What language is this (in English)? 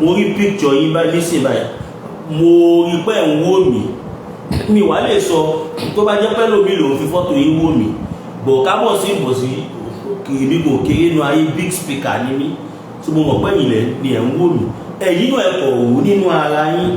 Yoruba